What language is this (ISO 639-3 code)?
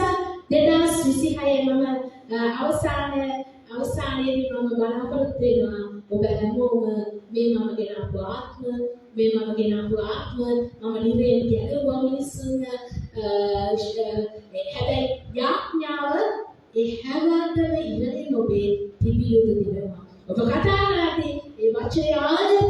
sin